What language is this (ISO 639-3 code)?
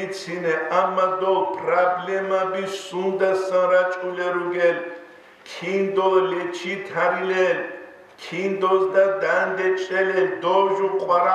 ava